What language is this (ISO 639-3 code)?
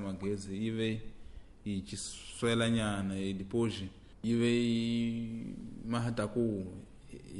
tso